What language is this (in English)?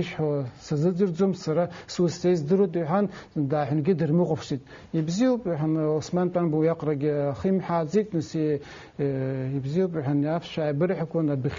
Abkhazian